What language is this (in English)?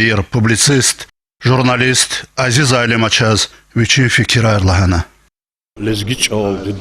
Lezghian